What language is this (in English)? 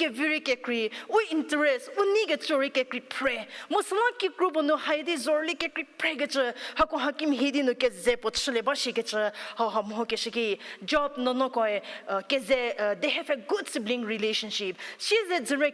Angami Naga